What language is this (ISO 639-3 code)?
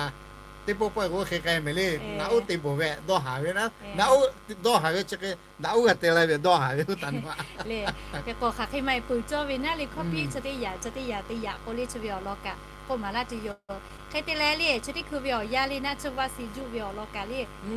lhu